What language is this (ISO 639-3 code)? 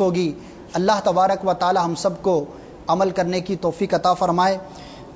urd